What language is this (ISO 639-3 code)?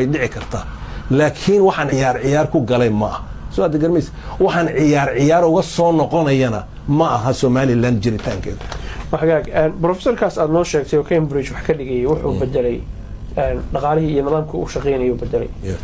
som